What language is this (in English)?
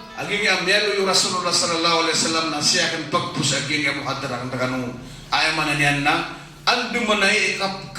Maranao